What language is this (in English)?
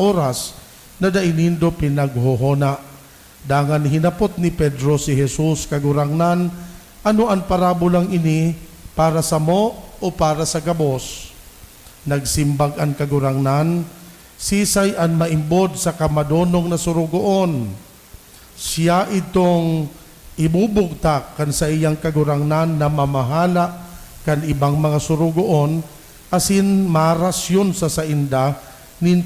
Bikol